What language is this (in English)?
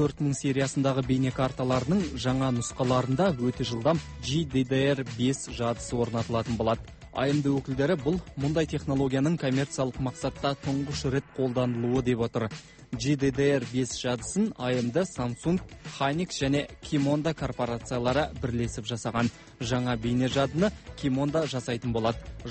Kazakh